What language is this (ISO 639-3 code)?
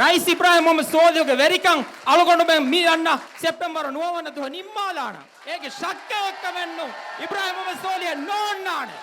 div